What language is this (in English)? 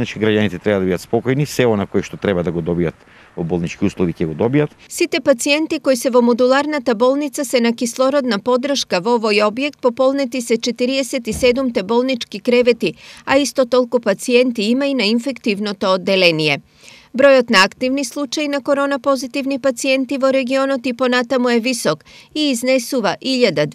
Macedonian